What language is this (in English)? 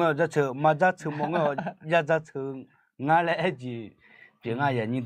Akha